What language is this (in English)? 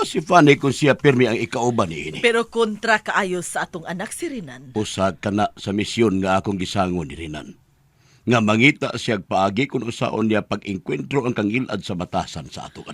Cebuano